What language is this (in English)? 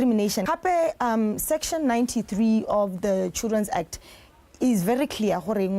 Tswana